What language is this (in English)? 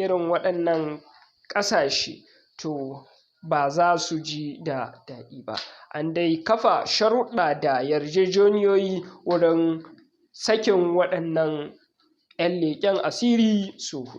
Hausa